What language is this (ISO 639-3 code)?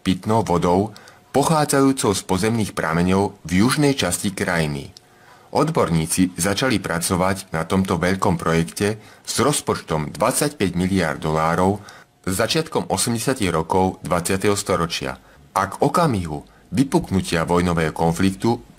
slk